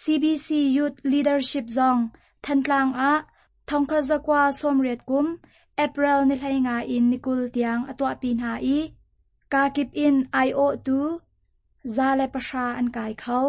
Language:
Hakha Chin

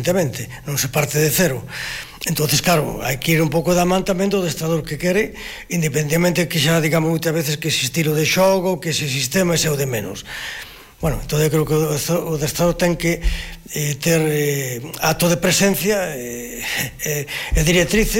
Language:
Galician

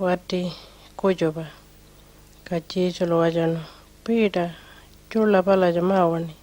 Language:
Pitjantjatjara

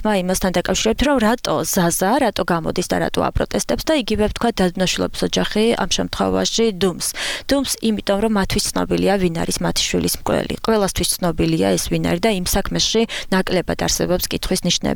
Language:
Georgian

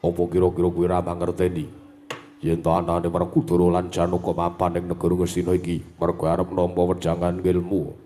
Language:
Javanese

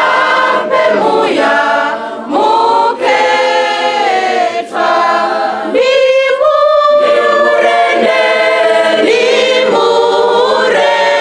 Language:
Venda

